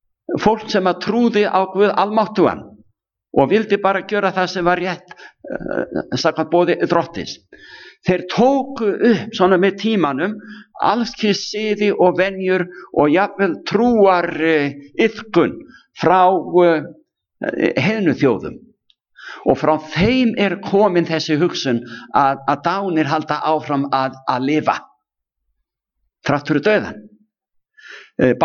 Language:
Icelandic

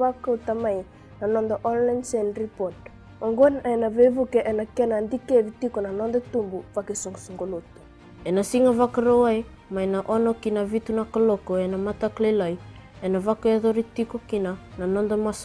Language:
Fijian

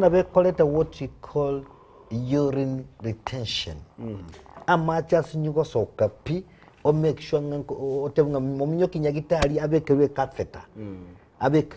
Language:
Gusii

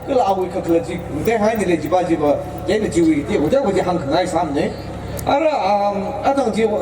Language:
Tangkhul Naga (India)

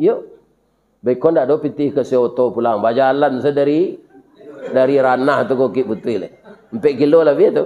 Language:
Minangkabau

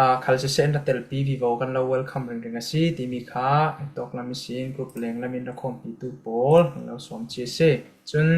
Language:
Falam Chin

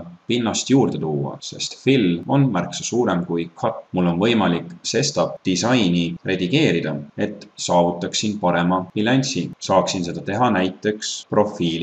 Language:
Estonian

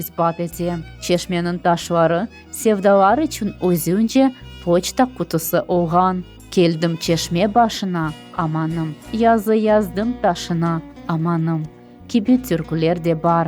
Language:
Crimean Tatar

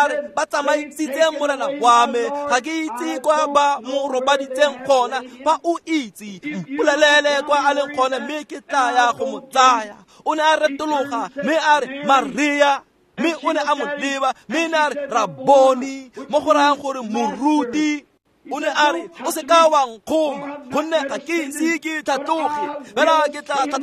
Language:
Tswana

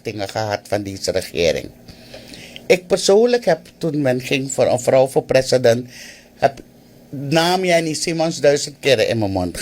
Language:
Sranan Tongo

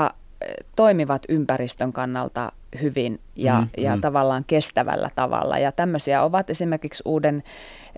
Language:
Finnish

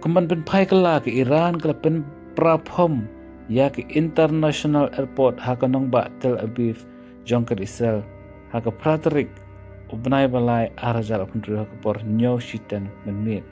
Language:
Khasi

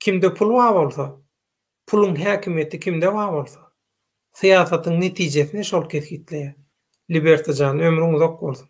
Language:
Turkmen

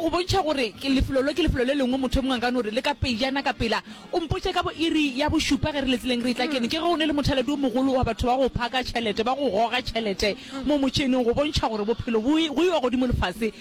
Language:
Northern Sotho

